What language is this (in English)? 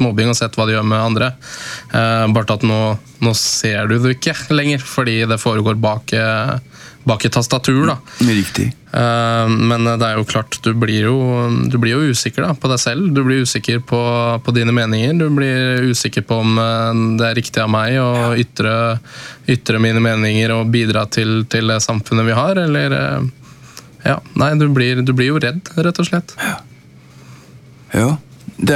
Norwegian